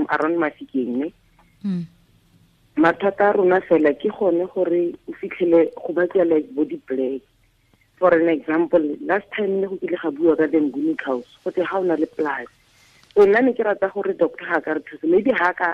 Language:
Tswana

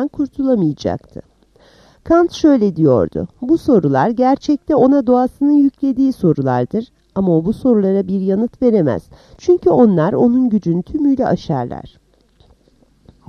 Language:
Turkish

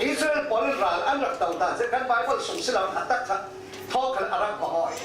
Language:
Falam Chin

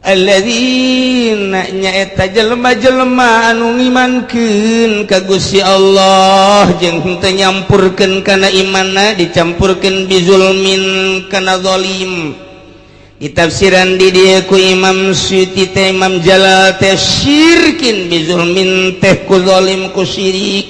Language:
Sundanese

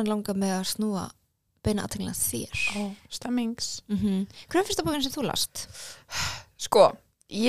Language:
Icelandic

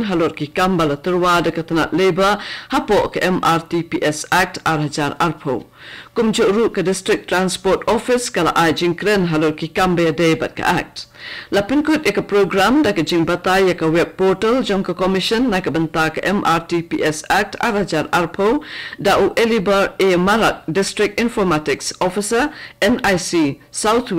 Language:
Khasi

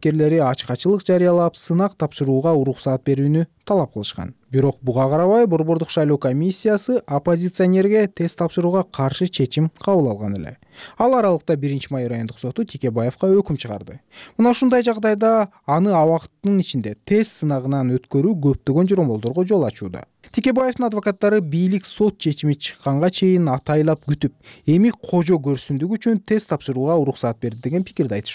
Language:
Kyrgyz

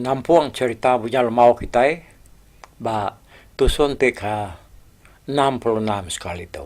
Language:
Iban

